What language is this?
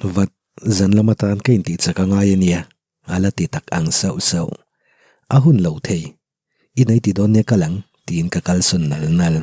Mizo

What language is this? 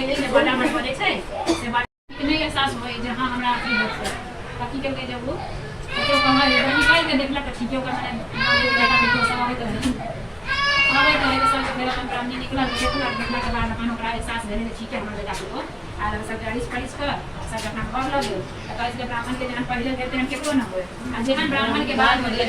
Maithili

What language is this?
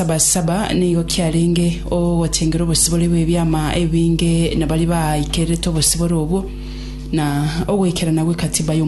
Gusii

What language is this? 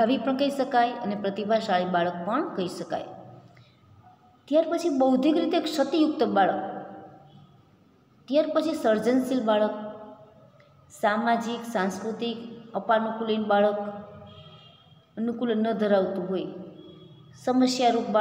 Gujarati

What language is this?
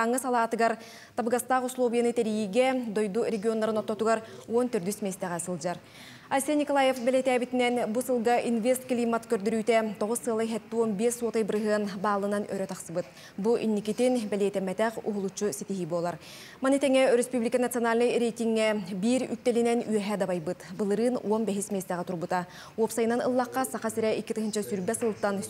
Yakut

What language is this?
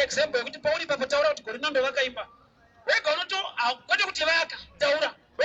Shona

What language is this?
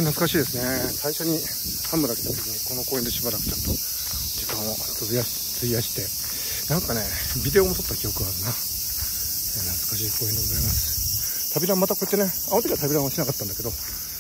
Japanese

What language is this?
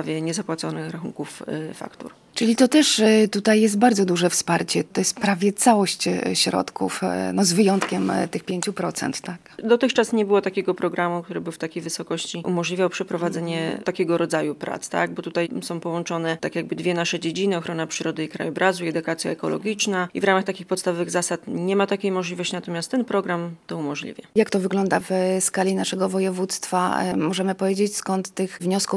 Polish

